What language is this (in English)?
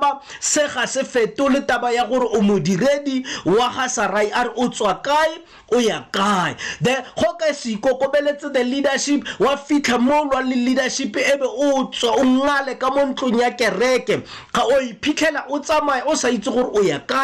Tswana